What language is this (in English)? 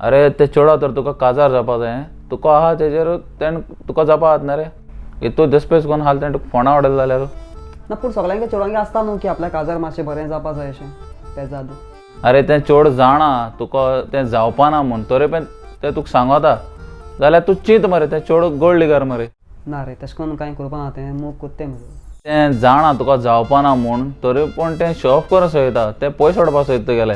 Konkani